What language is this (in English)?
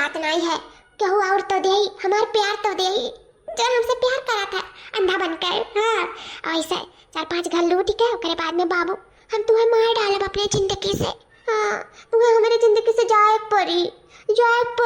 Awadhi